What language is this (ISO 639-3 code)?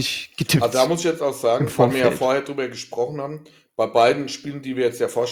deu